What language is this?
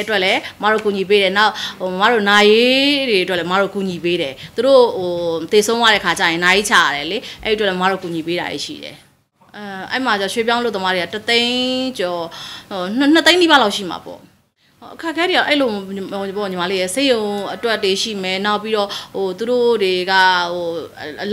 Burmese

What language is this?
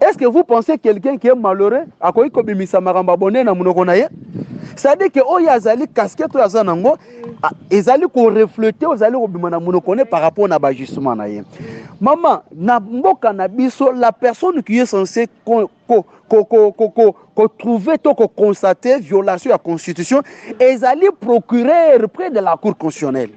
Lingala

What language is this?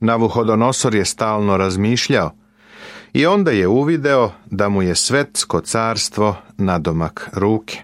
Serbian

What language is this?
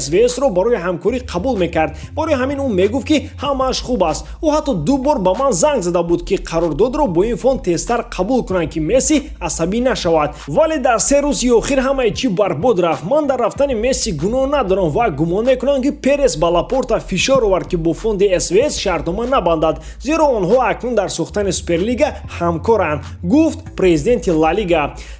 Tajik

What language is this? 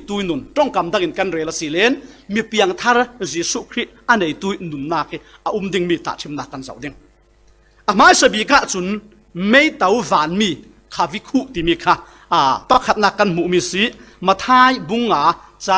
Falam Chin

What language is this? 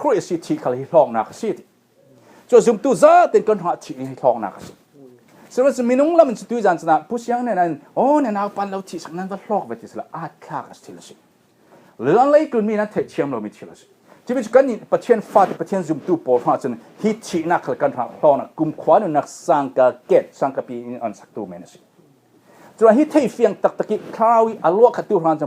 Falam Chin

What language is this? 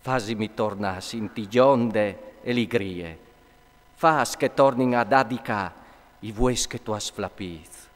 Friulian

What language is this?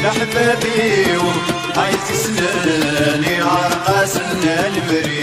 Kabyle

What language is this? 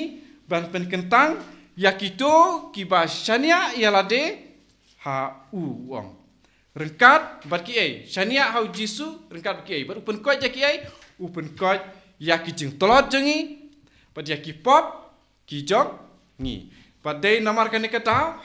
Khasi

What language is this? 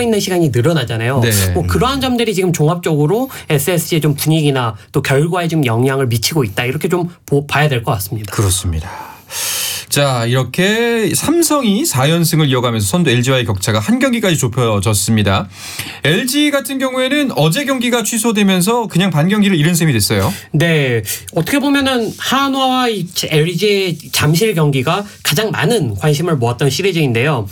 Korean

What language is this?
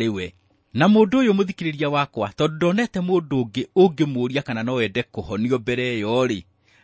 Kikuyu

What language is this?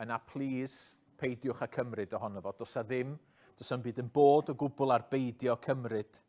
Welsh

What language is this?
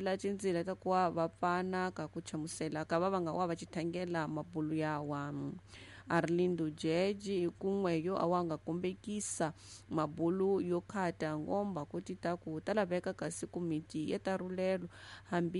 Tsonga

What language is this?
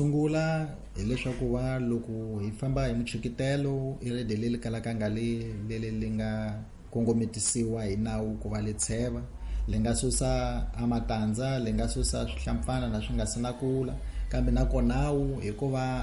Tsonga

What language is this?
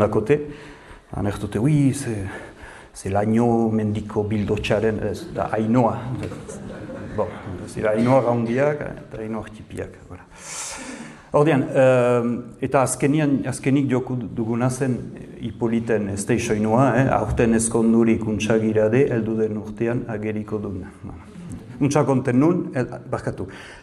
Basque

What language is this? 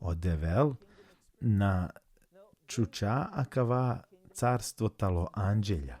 Balkan Romani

